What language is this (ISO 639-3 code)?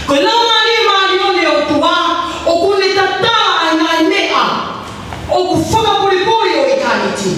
ton